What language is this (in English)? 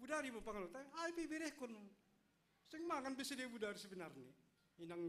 Batak Simalungun